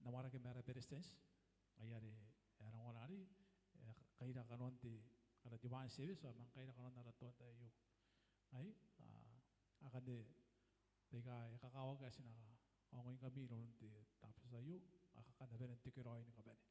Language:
Gilbertese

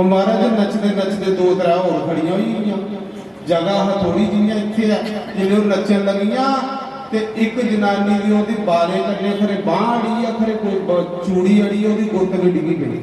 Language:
Dogri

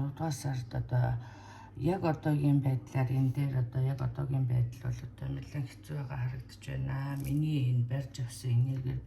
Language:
Mongolian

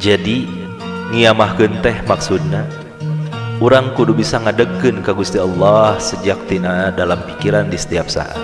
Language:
Sundanese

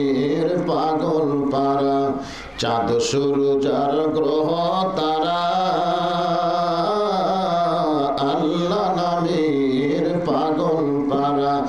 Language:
Bangla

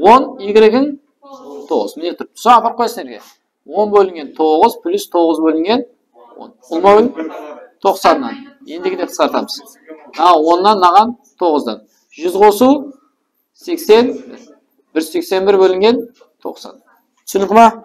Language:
Kara-Kalpak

